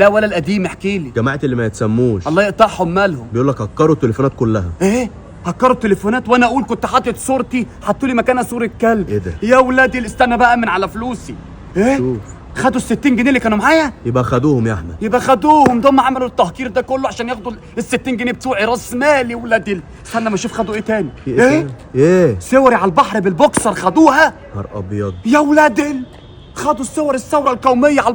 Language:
Egyptian Arabic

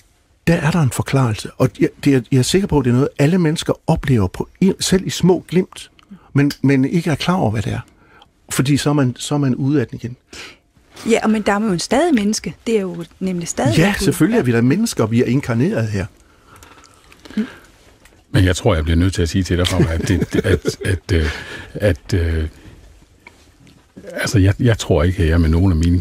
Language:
Danish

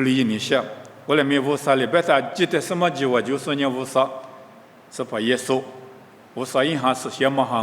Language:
Lisu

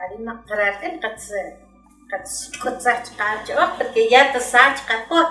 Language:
Uspanteco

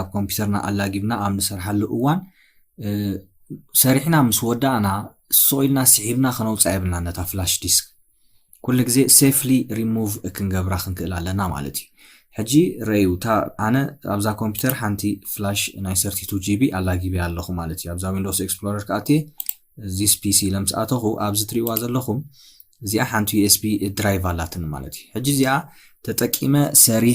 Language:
Tigrinya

